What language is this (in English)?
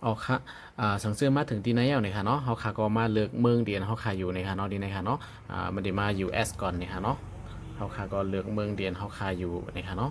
Shan